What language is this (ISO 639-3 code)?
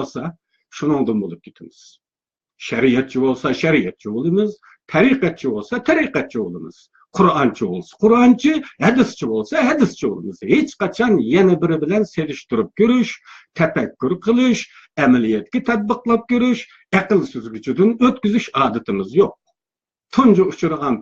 uig